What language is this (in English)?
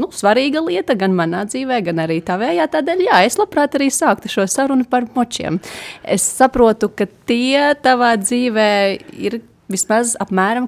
Latvian